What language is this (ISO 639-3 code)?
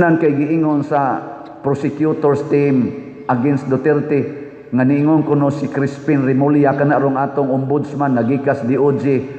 ceb